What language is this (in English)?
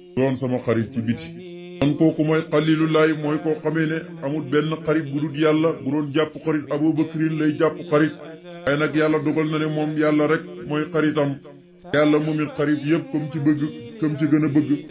Wolof